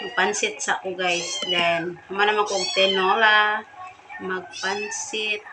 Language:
Cebuano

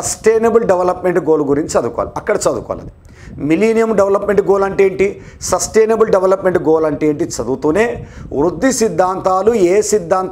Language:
Telugu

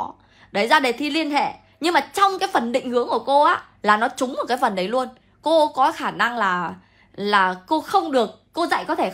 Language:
Vietnamese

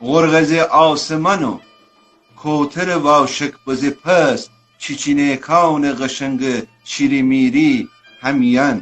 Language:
Gilaki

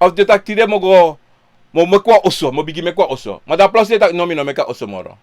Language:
Sranan Tongo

